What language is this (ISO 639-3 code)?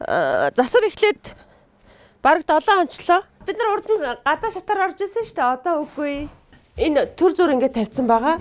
mon